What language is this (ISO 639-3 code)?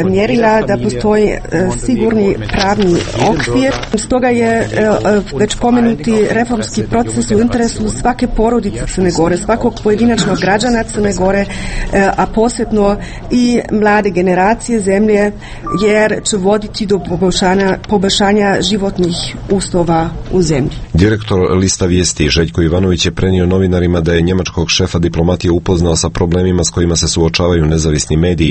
srp